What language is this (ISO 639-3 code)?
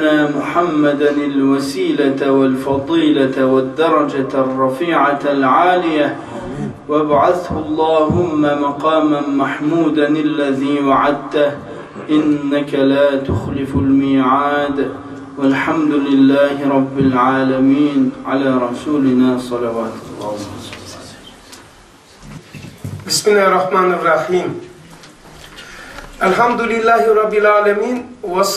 tur